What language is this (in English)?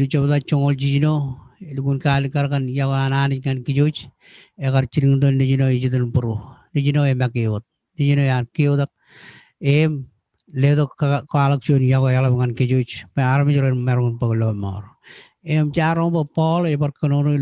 Marshallese